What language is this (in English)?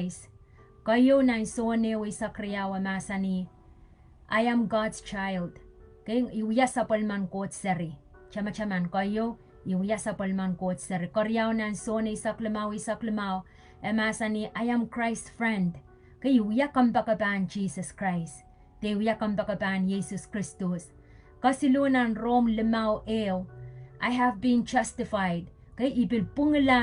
Pohnpeian